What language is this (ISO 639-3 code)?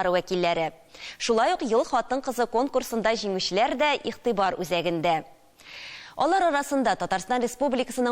tat